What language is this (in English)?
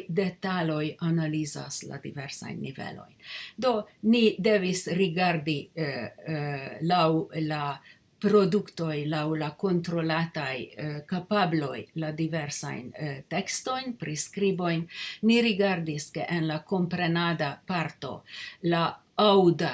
Esperanto